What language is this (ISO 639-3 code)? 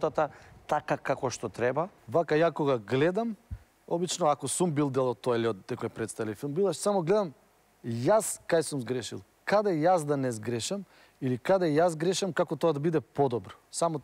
mkd